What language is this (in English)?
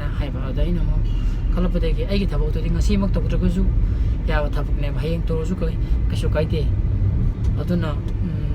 Manipuri